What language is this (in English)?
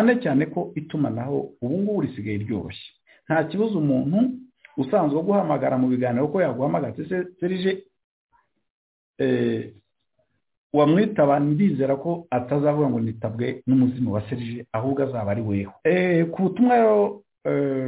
Kinyarwanda